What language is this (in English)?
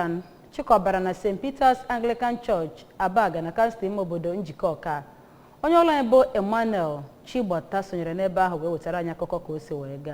Igbo